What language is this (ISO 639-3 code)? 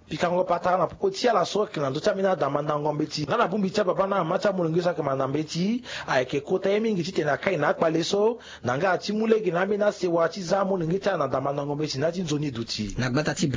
sag